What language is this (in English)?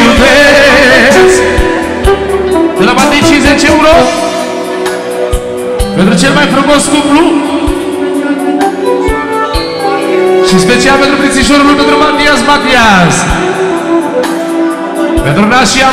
Romanian